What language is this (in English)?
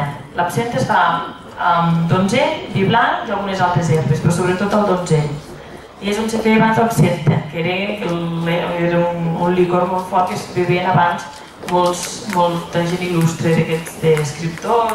Catalan